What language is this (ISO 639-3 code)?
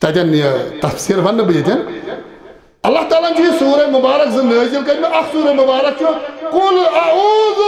kas